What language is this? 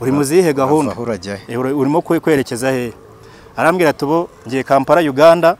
Kinyarwanda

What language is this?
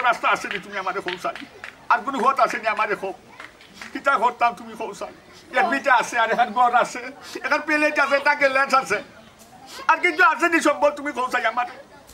Sylheti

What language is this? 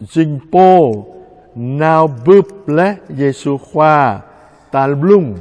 Jarai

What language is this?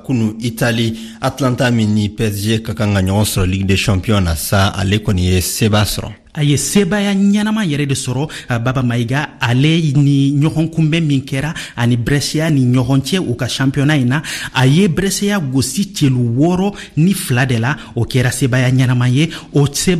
Bambara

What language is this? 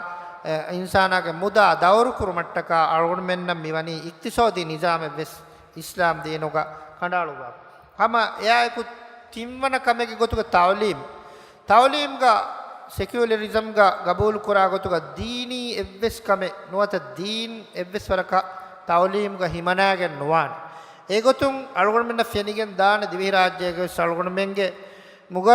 Divehi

